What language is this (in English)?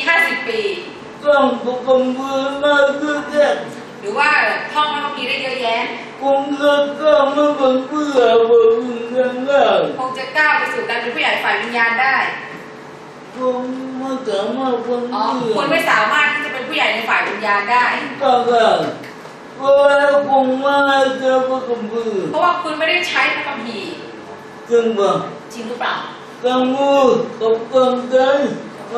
Thai